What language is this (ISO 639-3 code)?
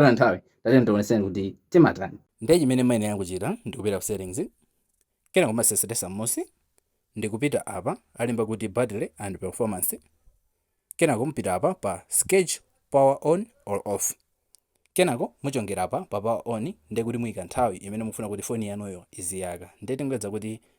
nya